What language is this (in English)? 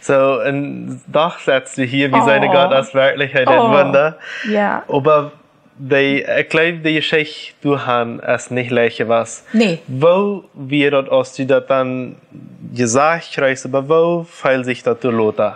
Plautdietsch